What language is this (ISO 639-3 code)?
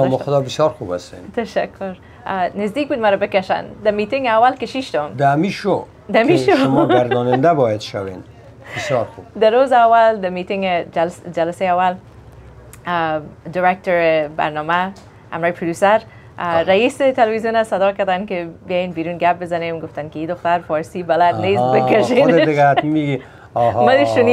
fas